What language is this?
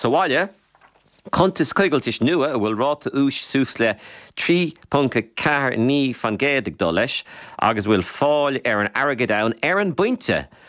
Irish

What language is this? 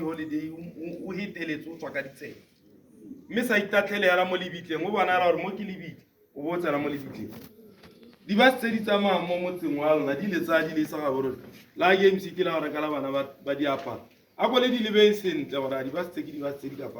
Tswana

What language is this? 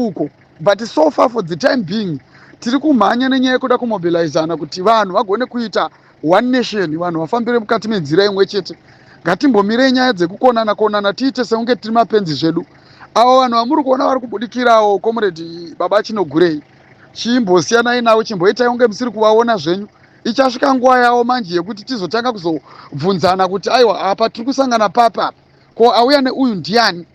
Shona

